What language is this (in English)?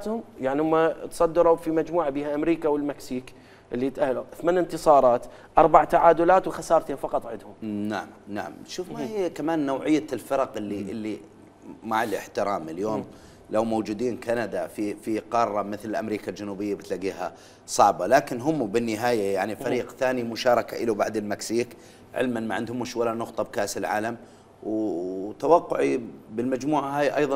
Mesopotamian Arabic